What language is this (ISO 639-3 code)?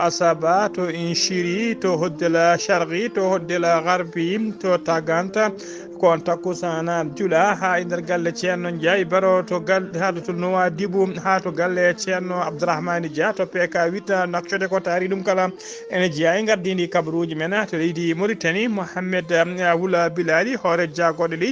ful